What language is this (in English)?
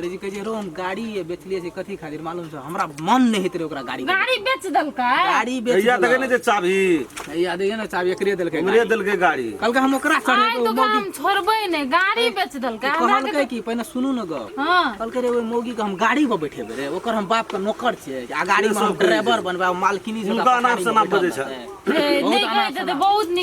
Maithili